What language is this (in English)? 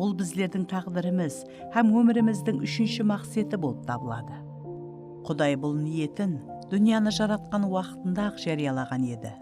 Kara-Kalpak